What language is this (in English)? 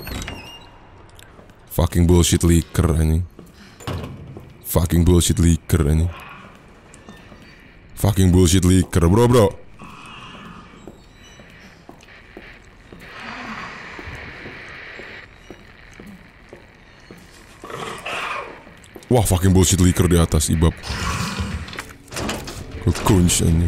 Indonesian